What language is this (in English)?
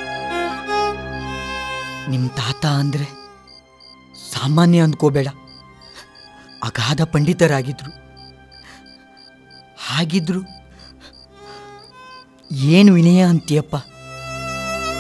Kannada